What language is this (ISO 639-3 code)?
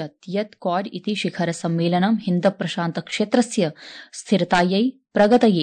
san